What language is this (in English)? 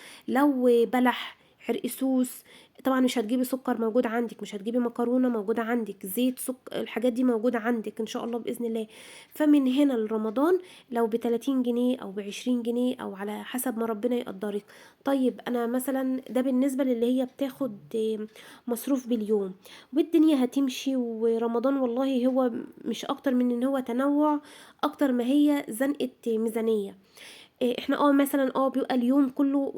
Egyptian Arabic